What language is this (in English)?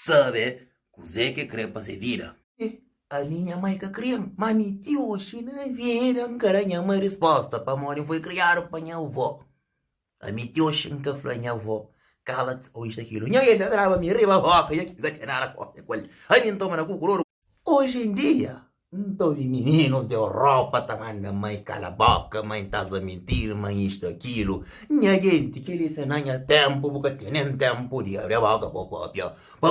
Kabuverdianu